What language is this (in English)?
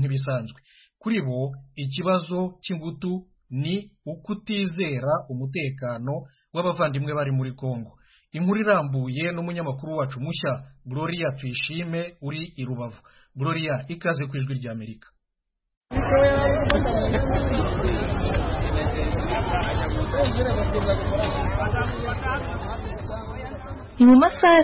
Kinyarwanda